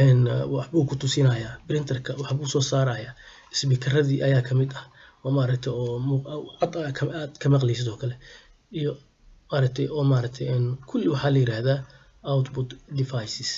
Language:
Somali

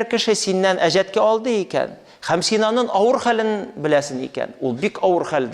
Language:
Tatar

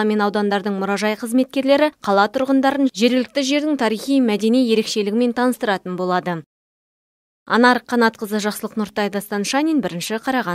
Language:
Kazakh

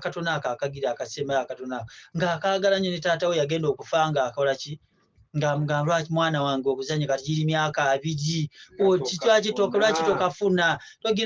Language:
Ganda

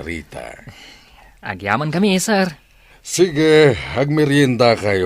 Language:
Iloko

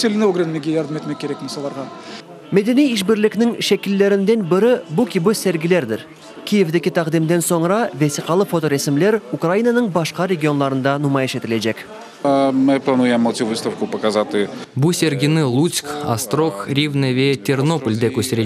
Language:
Crimean Tatar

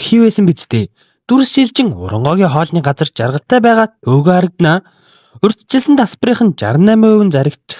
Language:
Mongolian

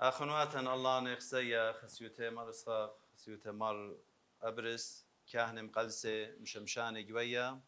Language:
Assyrian Neo-Aramaic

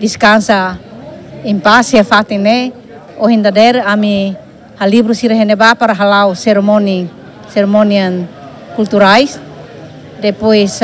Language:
Tetum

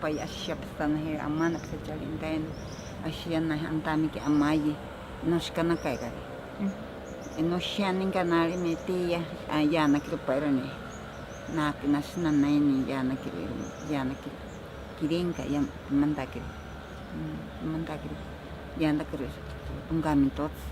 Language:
Ashéninka Perené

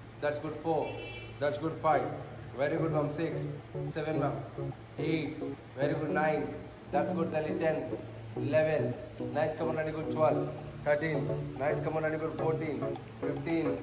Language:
Telugu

